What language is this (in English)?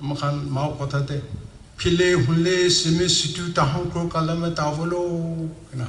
Naga Pidgin